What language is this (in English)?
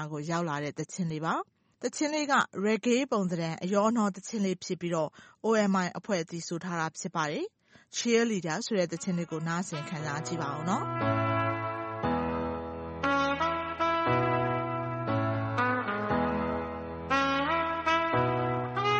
Burmese